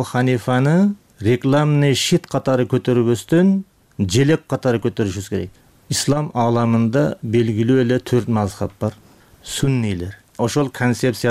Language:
Kyrgyz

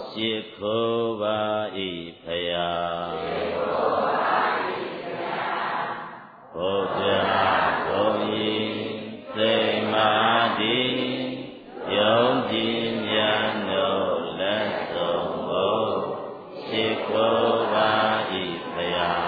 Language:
Burmese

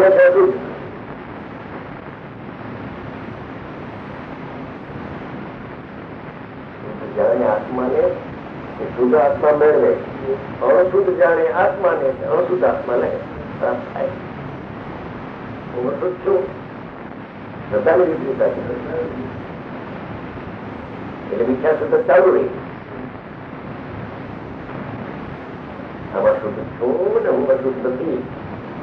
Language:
Gujarati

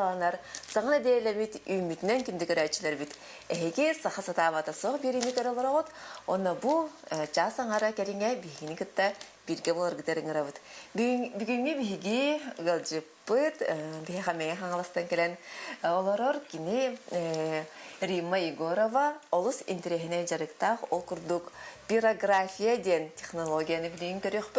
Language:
Yakut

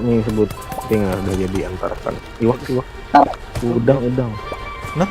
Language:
Banjar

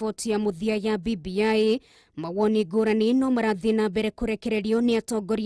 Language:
Kikuyu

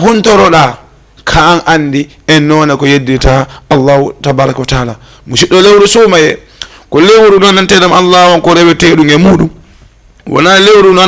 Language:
Fula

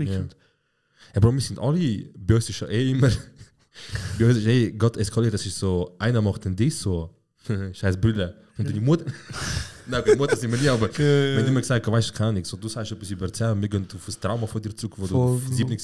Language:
Swiss German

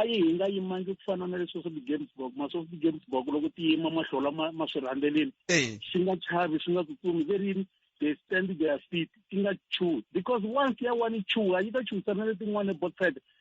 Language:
Tsonga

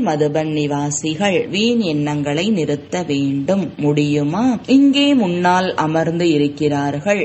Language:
Tamil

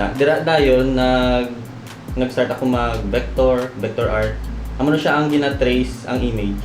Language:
Hiligaynon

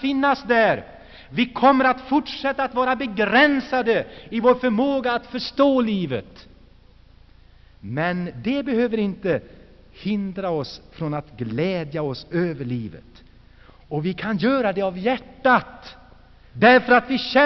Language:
Swedish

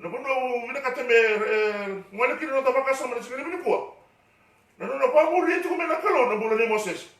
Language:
Fijian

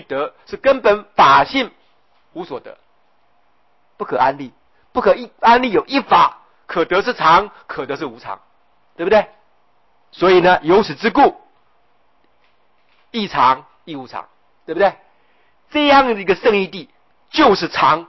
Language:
Chinese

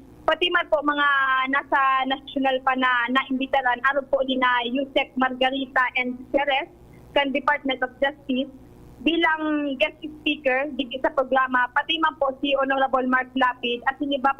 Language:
Bikol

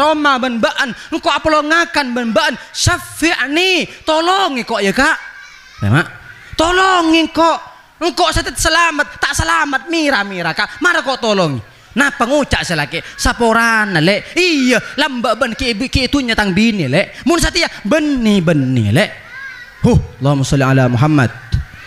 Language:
Madurese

